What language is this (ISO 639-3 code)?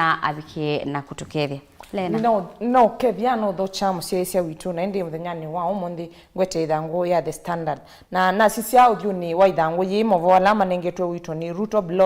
kam